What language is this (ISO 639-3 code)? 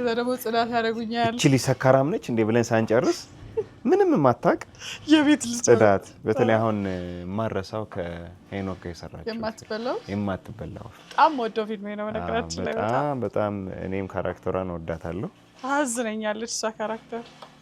amh